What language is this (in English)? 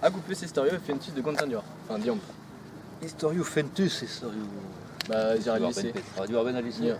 Breton